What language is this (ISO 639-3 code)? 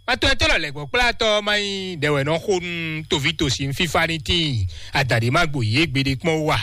fon